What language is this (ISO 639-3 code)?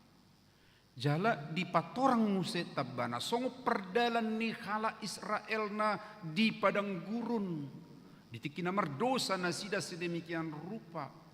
bbc